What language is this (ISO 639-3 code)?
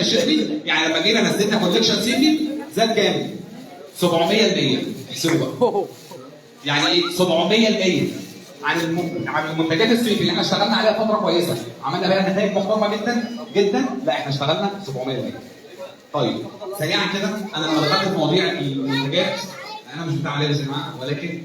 arz